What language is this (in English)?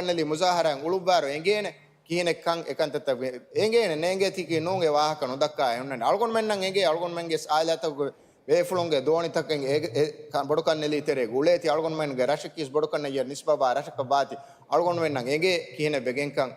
Divehi